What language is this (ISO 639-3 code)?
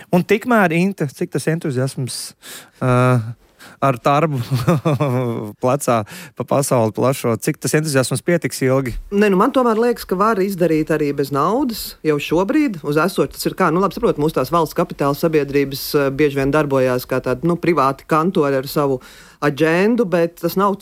lav